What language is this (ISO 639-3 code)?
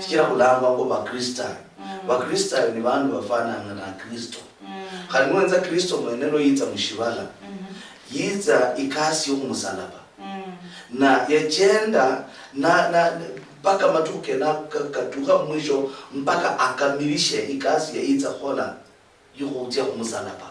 luy